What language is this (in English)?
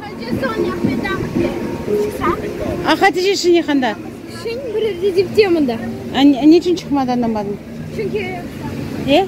Crimean Tatar